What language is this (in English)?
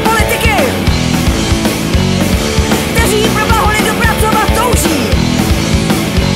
Czech